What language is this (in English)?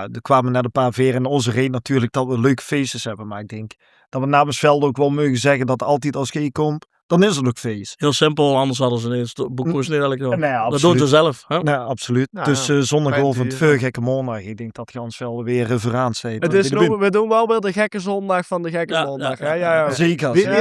Limburgish